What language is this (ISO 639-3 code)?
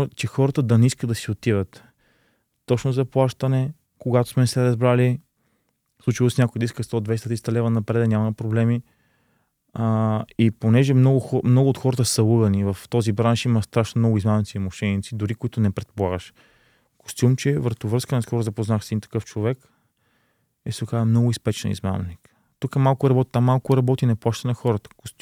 bul